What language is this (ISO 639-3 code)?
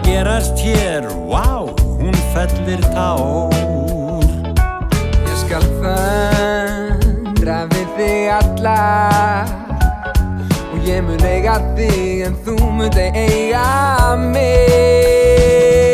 isl